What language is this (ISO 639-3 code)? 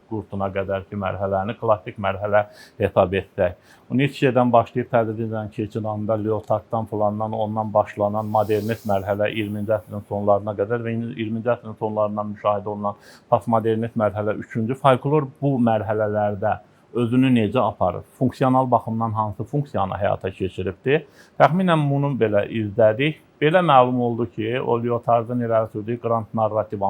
aze